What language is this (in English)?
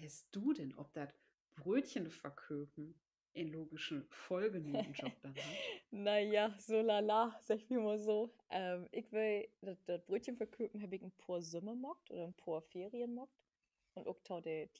Low German